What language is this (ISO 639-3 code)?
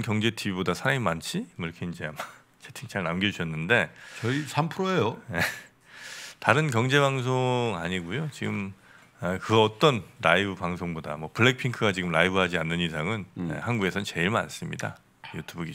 kor